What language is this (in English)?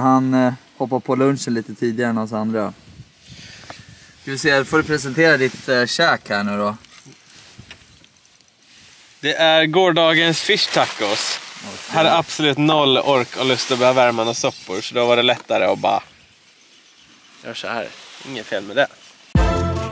Swedish